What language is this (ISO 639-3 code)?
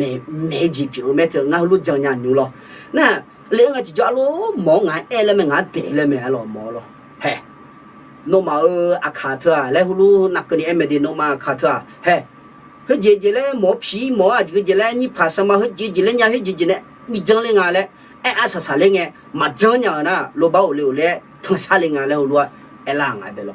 ahk